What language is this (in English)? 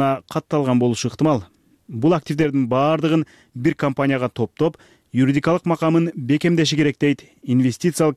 Kyrgyz